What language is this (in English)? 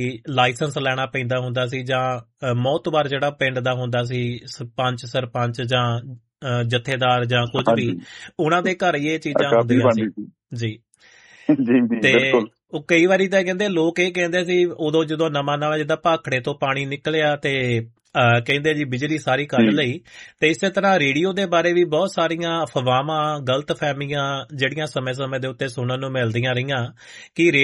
Punjabi